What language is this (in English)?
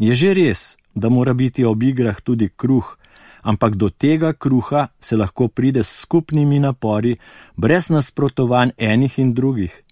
Slovenian